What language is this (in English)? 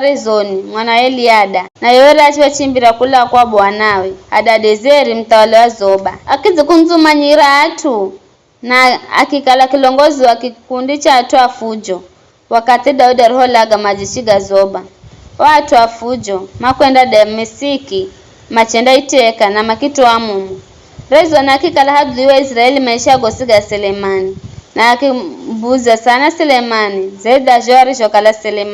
Giryama